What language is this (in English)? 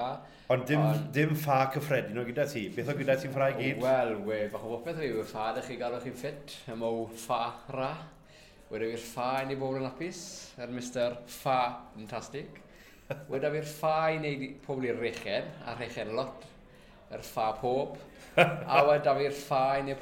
Welsh